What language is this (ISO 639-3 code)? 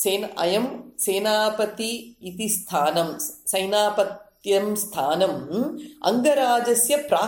san